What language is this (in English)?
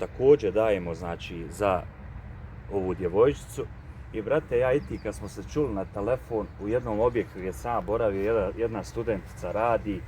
Bosnian